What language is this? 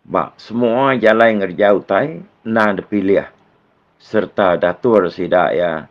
Iban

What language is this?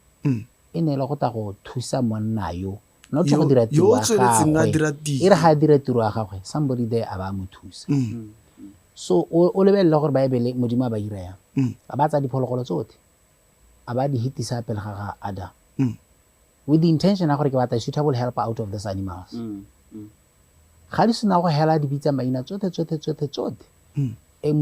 Tswana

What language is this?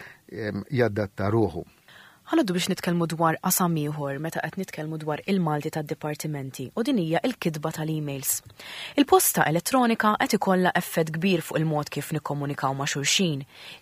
Maltese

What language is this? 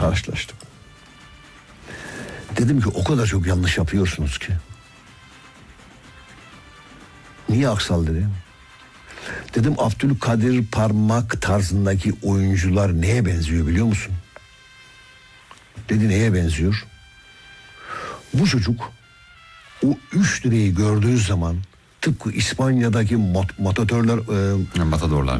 Turkish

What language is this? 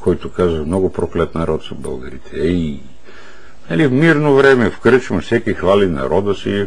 Bulgarian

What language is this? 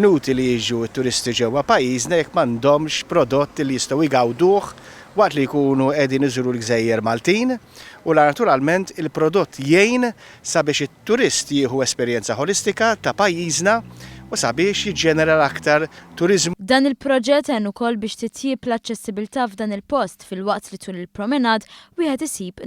Maltese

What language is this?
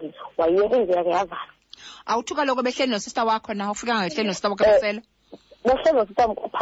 Xhosa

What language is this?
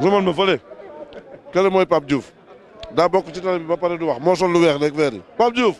Wolof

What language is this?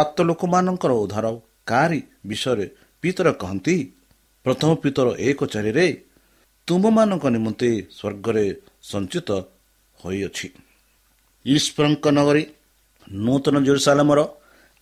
Odia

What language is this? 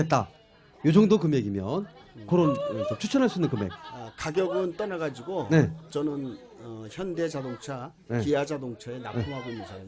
Korean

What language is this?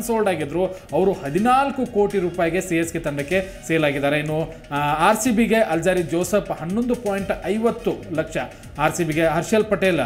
Kannada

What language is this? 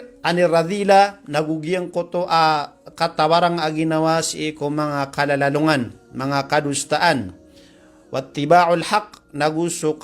Maranao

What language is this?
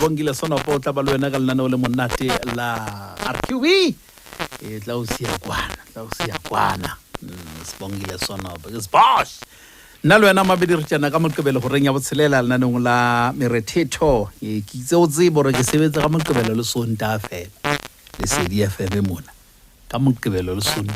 Southern Sotho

